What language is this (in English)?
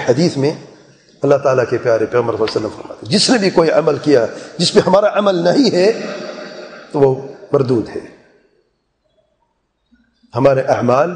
Urdu